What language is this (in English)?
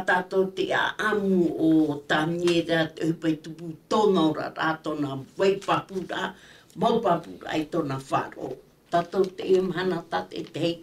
Tahitian